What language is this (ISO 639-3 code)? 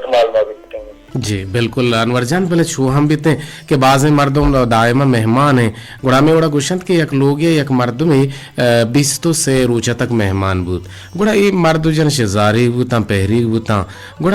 bgp